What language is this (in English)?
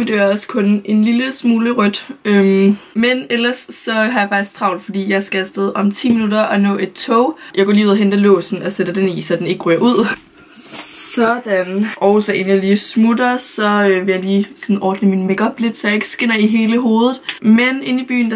Danish